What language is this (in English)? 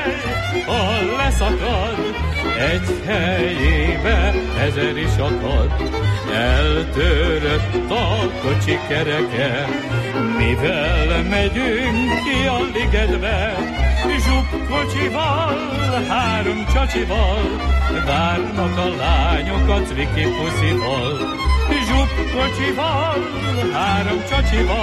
Hungarian